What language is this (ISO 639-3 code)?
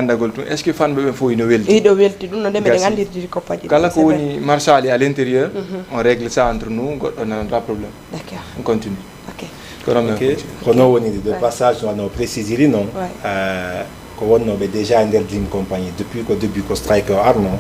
ful